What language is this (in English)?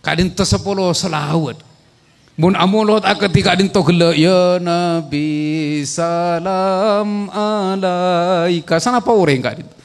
Madurese